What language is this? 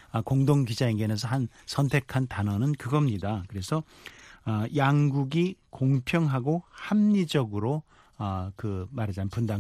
Korean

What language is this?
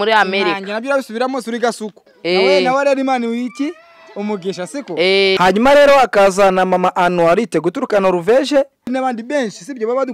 Kinyarwanda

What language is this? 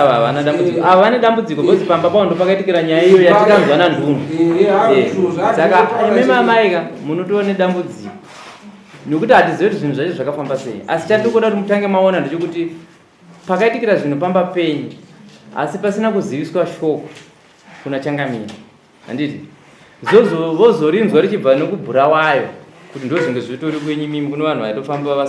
Shona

